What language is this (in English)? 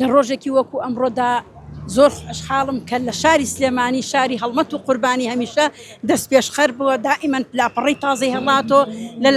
Central Kurdish